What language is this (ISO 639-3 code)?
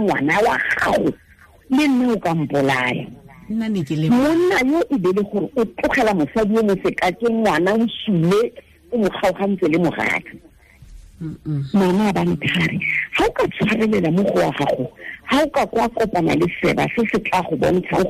tsn